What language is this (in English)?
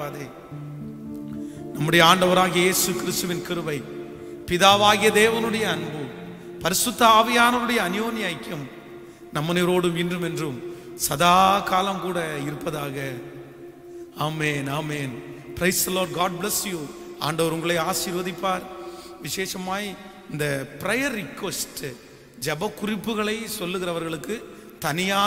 Tamil